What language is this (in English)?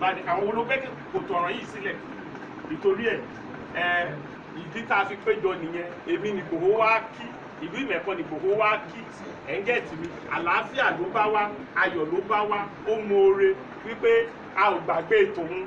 Yoruba